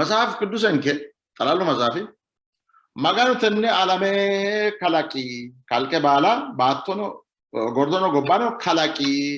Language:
Sidamo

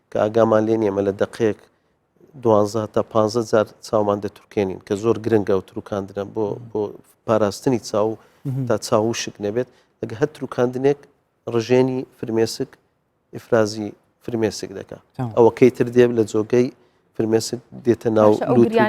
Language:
Central Kurdish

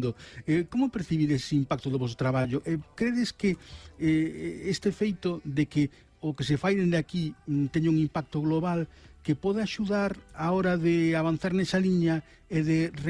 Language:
Galician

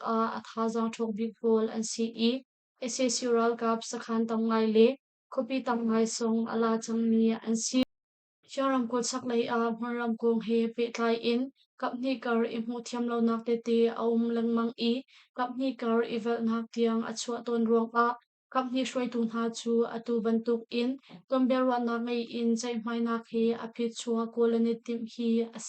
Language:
Hakha Chin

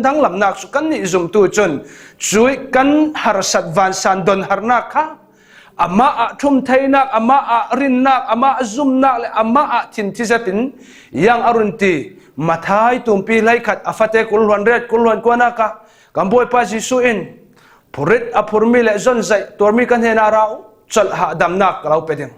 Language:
Falam Chin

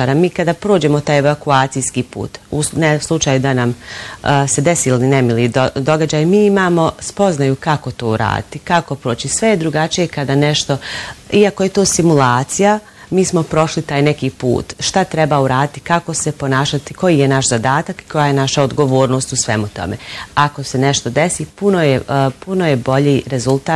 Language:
Bosnian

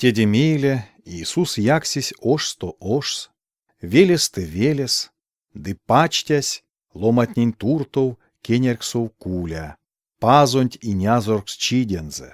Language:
Erzya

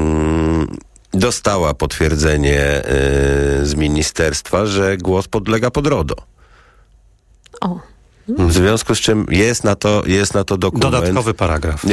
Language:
Polish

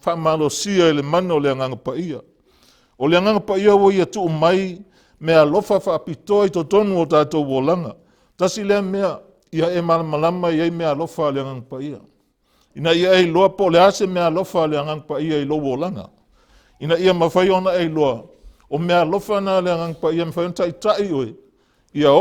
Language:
Samoan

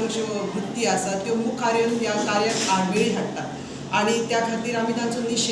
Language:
Konkani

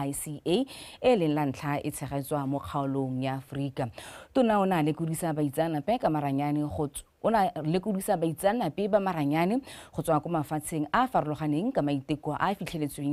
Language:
Tswana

